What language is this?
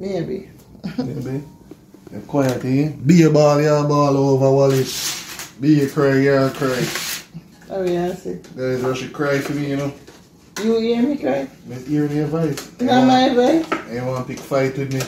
Jamaican Creole English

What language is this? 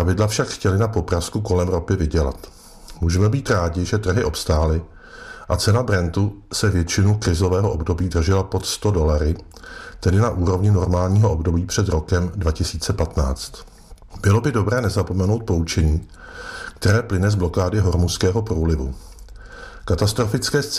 Czech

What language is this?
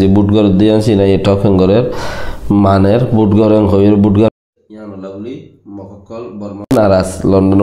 Rohingya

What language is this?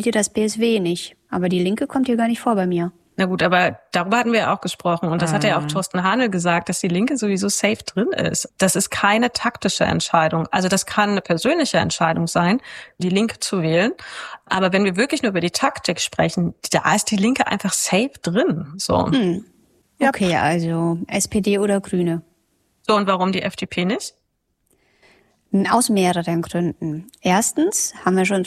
German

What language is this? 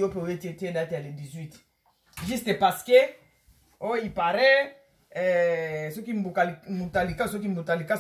Lingala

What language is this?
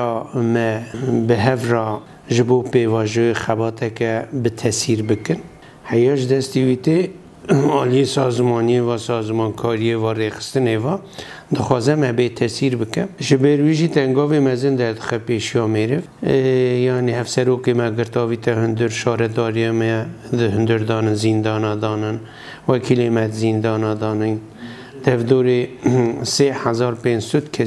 Kurdish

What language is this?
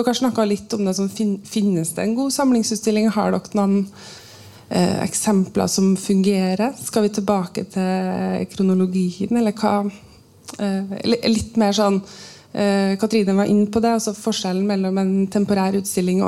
Norwegian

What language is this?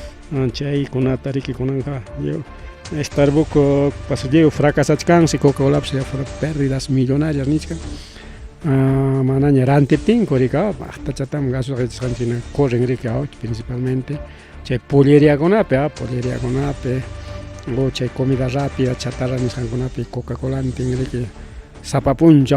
Ayacucho Quechua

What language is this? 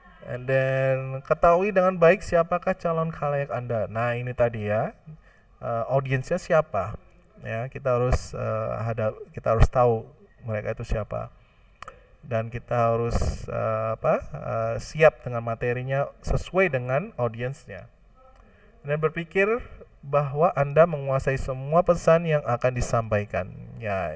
Indonesian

